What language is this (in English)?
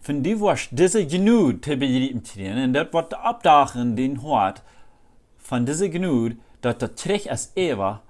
Plautdietsch